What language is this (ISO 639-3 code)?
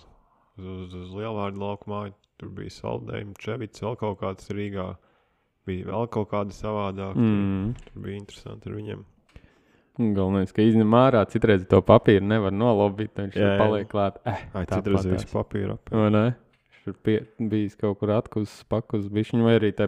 lav